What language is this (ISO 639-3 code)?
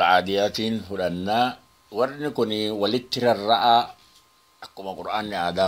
orm